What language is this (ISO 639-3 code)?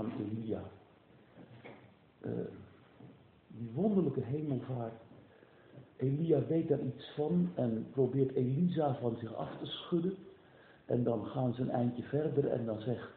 nld